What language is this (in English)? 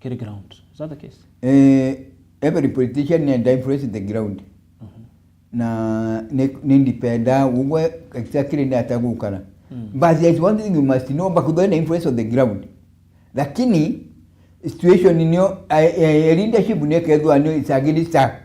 Meru